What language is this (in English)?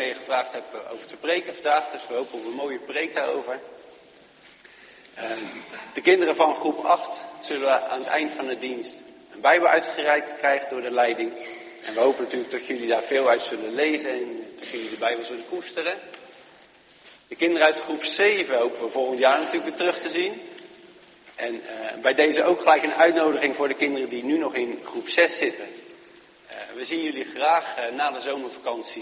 Dutch